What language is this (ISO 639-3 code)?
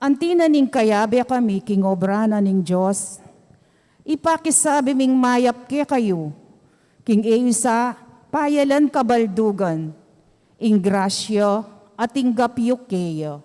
pam